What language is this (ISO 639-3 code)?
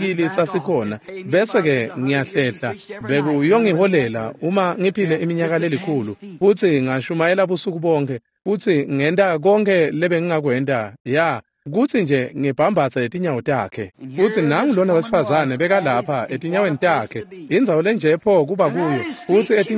ssw